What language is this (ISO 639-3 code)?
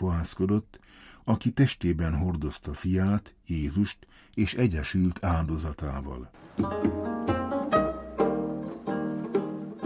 hun